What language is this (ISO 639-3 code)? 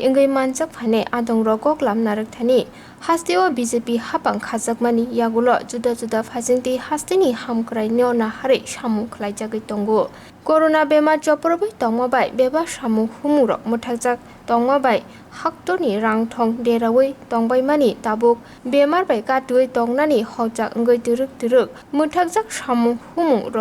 trp